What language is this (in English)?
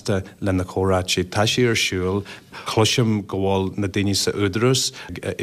Irish